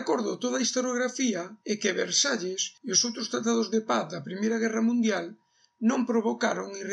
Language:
Galician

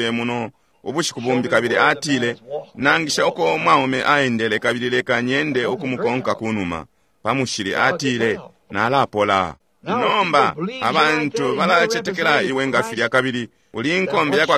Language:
Bemba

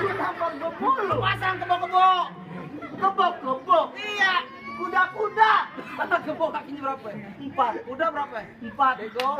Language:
Betawi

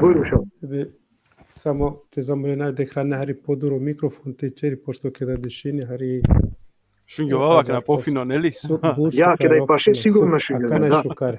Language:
Balkan Romani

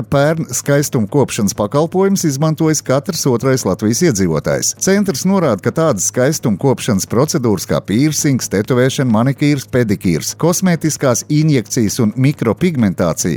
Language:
Latvian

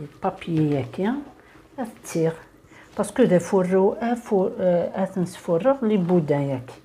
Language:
Kabyle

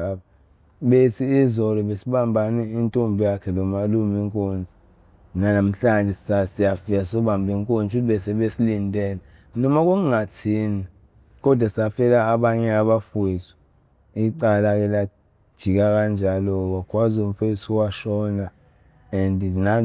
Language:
Zulu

